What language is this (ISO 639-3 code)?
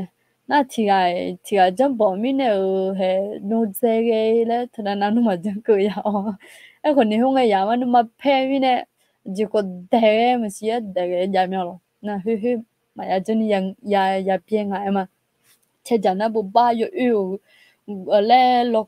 ahk